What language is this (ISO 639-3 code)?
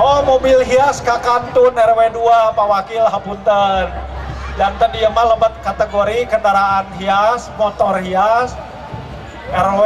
sun